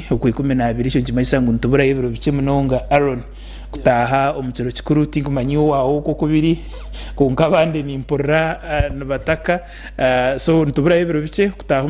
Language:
Nyankole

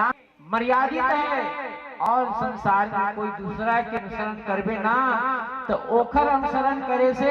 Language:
Chhattisgarhi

